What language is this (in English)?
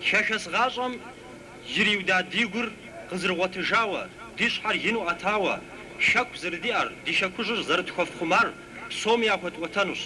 Kabardian